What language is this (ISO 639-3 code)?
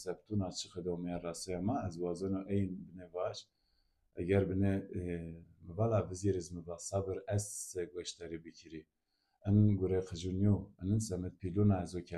zza